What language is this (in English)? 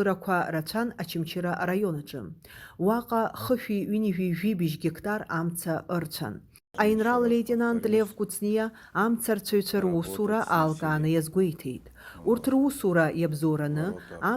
Abkhazian